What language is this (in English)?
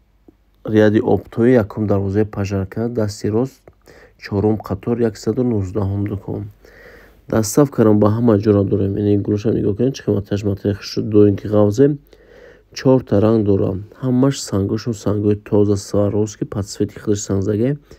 Tajik